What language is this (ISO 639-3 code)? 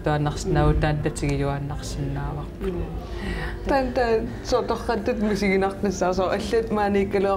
kal